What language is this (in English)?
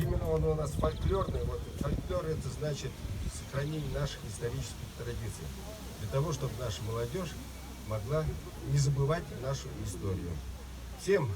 Chuvash